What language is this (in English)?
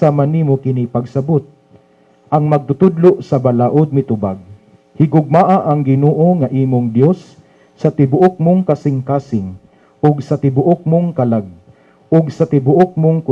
Cebuano